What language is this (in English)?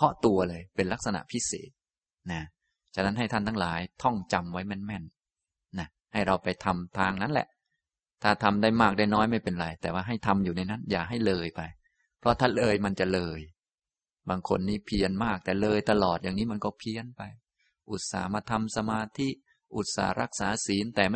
Thai